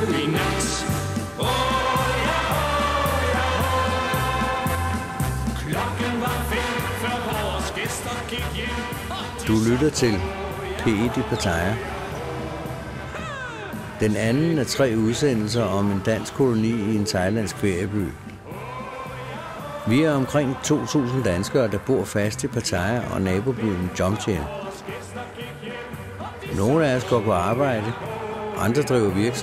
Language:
Danish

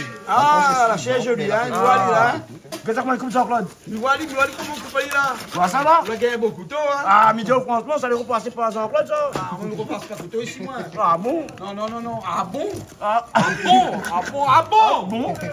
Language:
Réunion Creole French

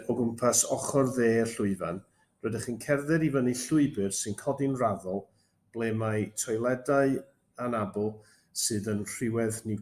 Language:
Welsh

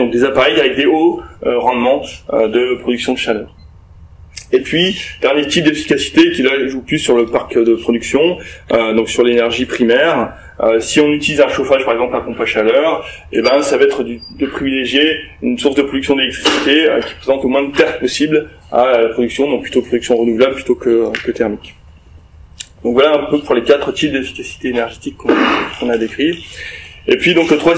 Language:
French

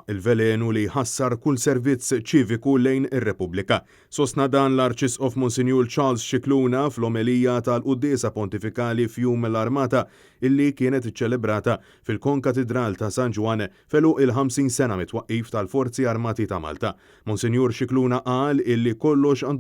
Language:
Maltese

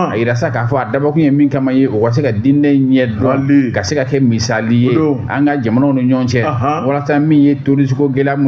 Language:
Bambara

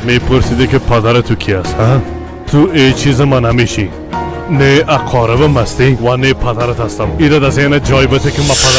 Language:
Persian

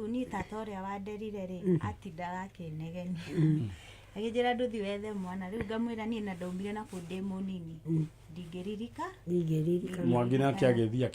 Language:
Kikuyu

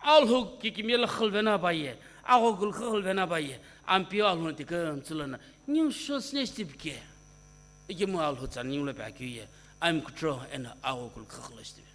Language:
Sumi Naga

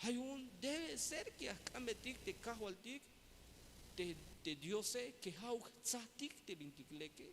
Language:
Tzeltal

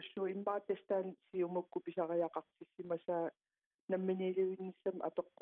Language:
Kalaallisut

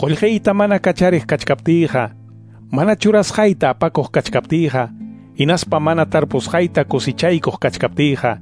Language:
Quechua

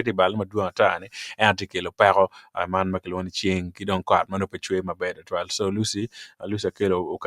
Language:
Acoli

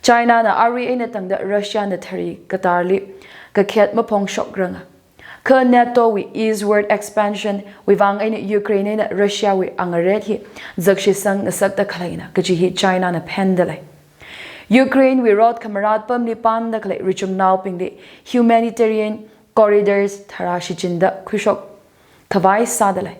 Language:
Tangkhul Naga (India)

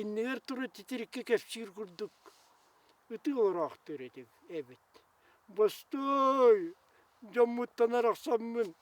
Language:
Yakut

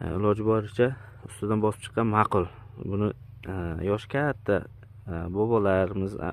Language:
Uzbek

